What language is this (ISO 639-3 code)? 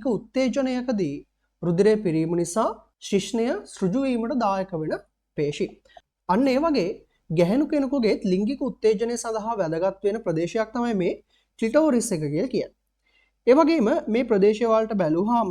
sin